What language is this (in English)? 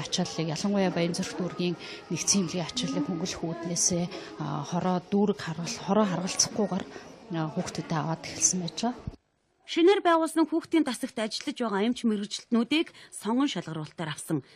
Mongolian